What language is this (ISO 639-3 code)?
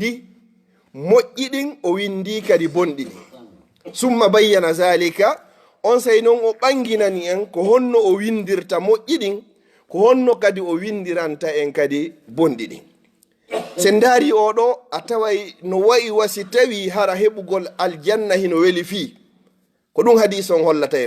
ful